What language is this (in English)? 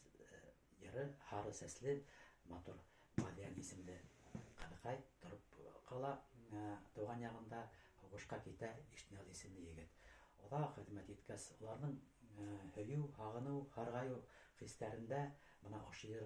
Bashkir